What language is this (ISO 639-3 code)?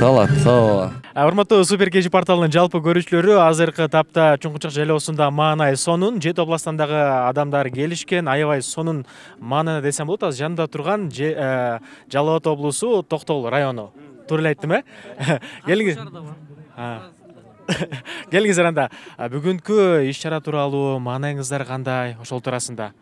kir